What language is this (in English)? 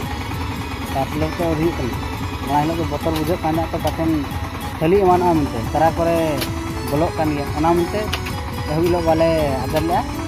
Santali